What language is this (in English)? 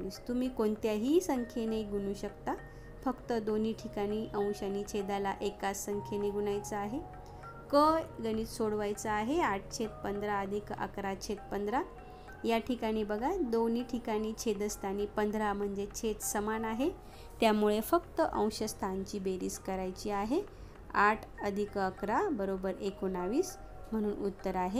Marathi